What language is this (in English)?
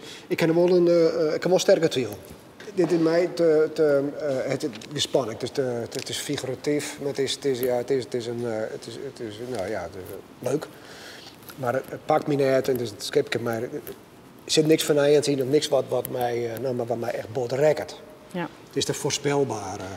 Western Frisian